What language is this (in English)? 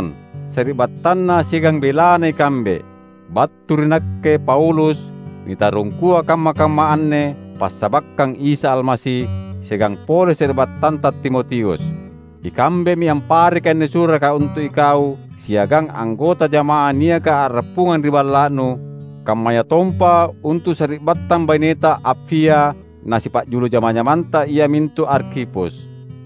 Makasar